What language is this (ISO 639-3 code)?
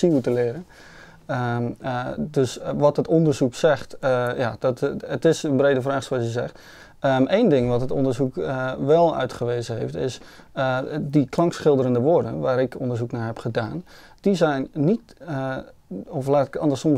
nld